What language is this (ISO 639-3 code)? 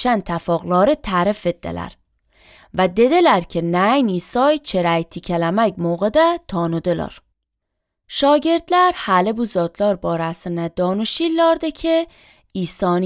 aze